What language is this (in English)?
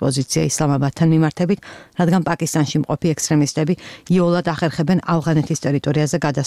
Georgian